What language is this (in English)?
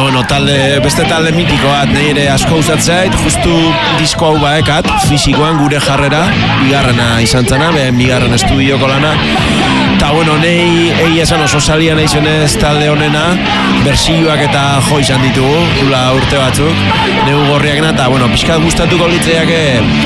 Basque